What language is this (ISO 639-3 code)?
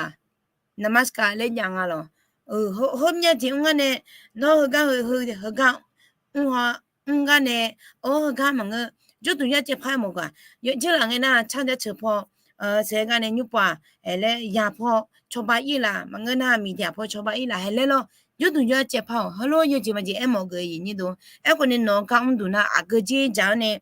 ahk